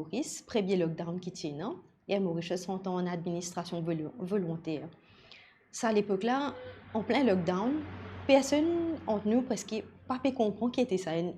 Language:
Morisyen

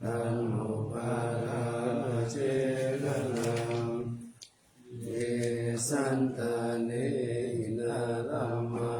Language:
Pali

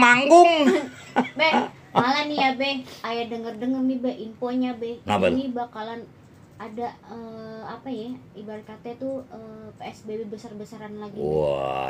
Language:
Betawi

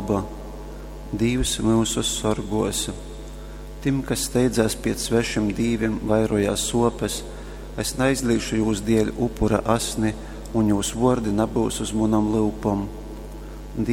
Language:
Latgalian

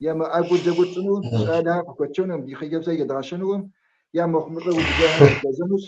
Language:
Kabardian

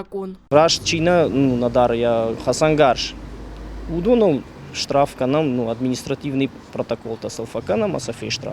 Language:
Ossetic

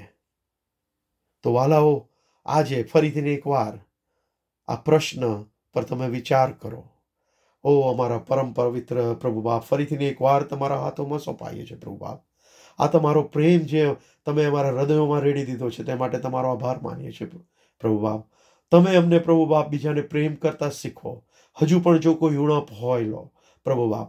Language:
Gujarati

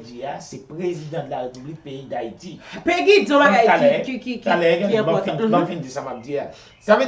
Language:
Haitian Creole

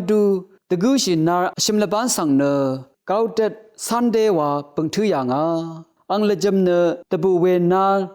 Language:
Rawang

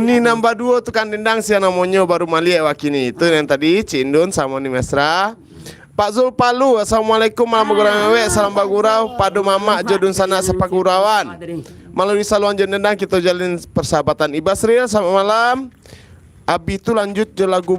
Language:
Minangkabau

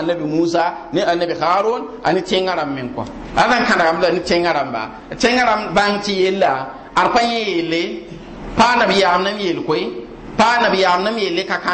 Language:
Mossi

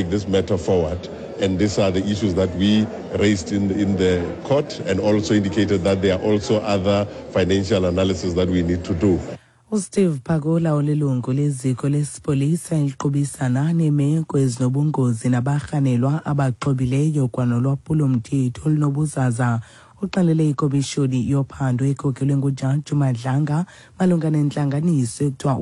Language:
Xhosa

